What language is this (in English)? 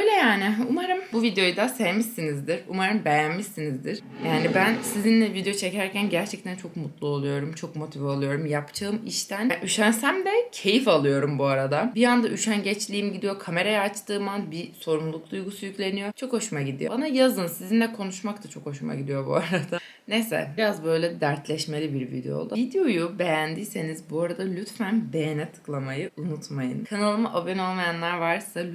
Turkish